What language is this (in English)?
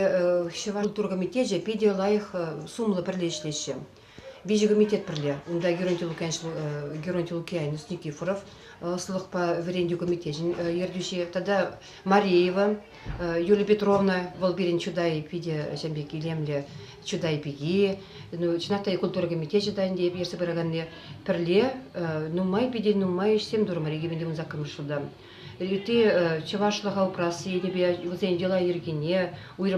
Chuvash